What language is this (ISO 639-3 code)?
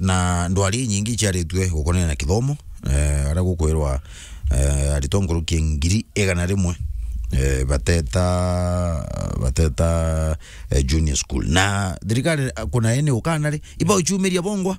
mer